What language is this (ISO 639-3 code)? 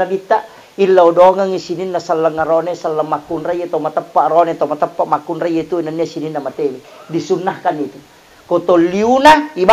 bug